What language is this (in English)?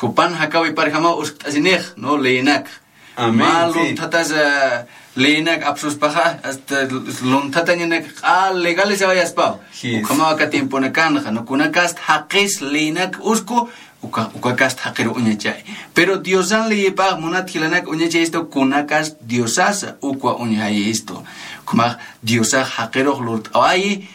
Aymara